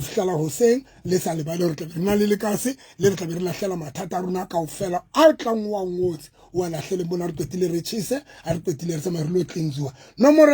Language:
Southern Sotho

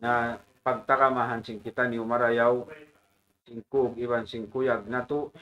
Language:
Tausug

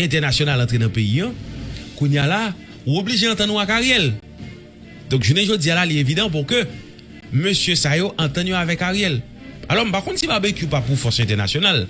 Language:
Haitian Creole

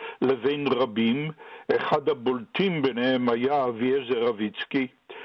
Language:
Hebrew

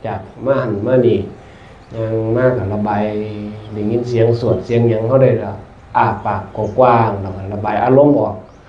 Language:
Northeastern Thai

